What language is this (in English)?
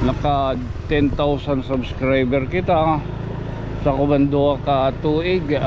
Waray